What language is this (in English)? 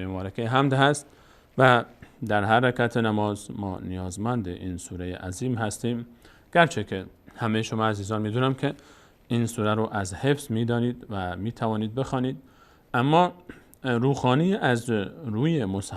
Persian